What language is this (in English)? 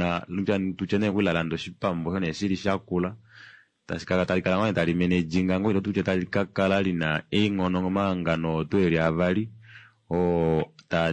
Kuanyama